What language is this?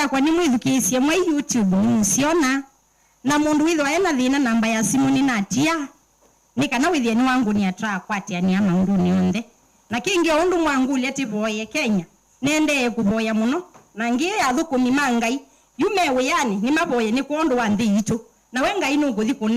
Kamba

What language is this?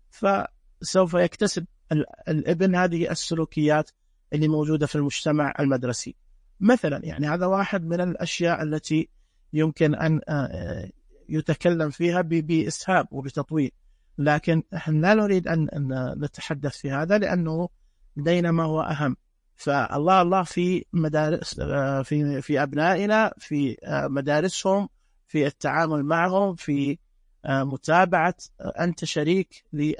Najdi Arabic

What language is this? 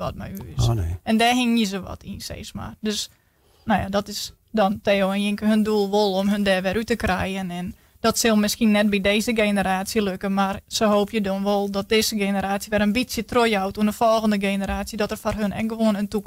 Western Frisian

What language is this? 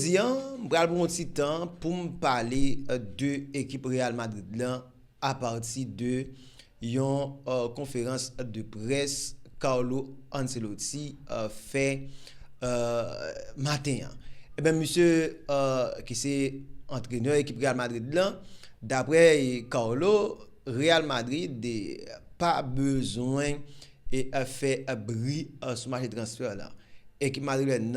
Haitian Creole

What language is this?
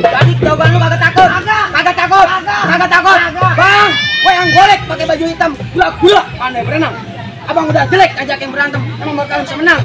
Betawi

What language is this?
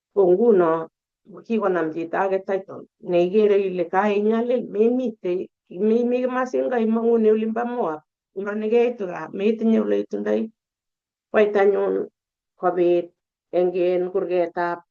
Kalenjin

